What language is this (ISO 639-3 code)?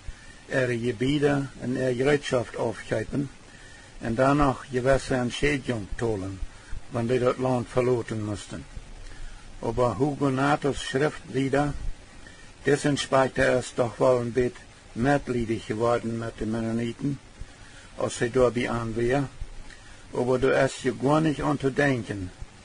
pdt